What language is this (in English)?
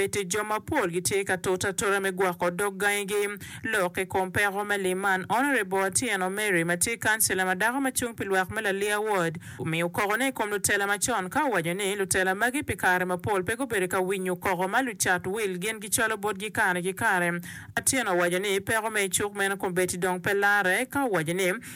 Acoli